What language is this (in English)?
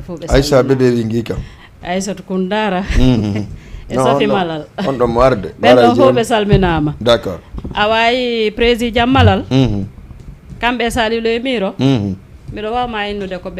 Fula